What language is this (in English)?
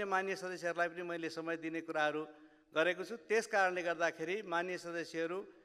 Nepali